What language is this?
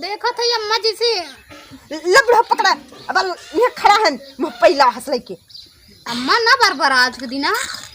Awadhi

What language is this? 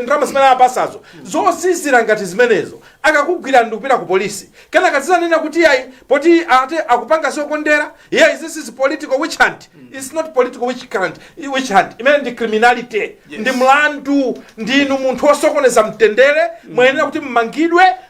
Nyanja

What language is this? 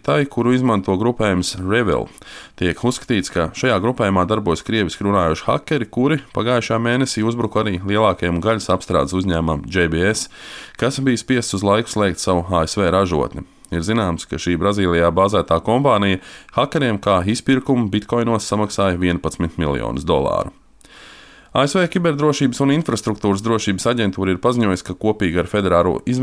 Latvian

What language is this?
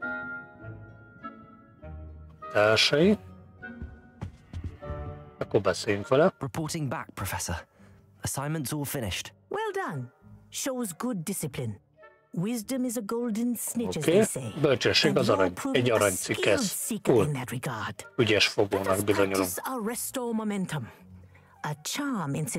Hungarian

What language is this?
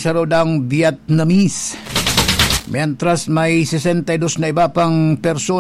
Bikol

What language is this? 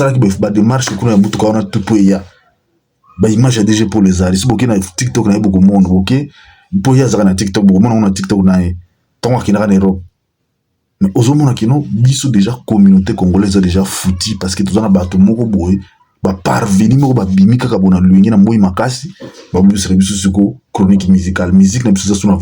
Lingala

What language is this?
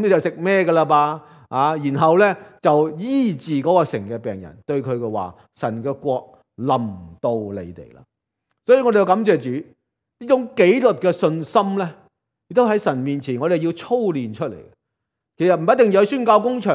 Cantonese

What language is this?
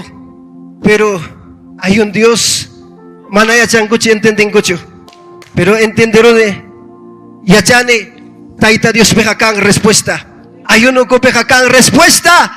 Ayacucho Quechua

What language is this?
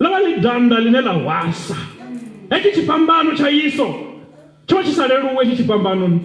Venda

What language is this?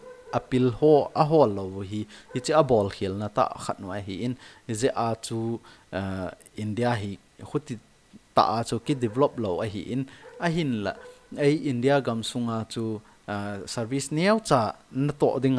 Thado Chin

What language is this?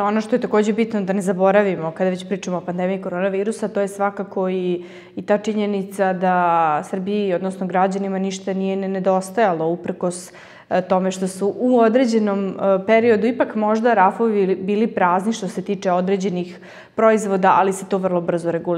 Serbian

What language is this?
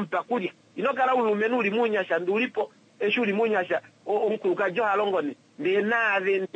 Kuanyama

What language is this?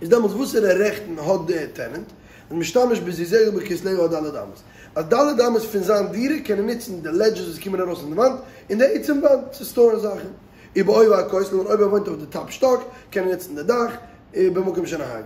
Yiddish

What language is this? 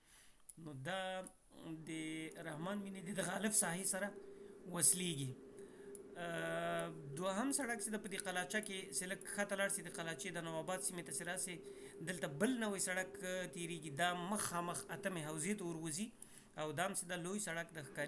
Pashto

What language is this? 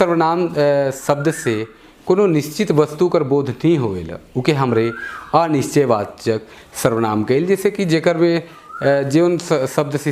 Sadri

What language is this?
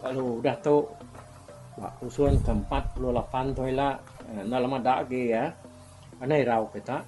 Iban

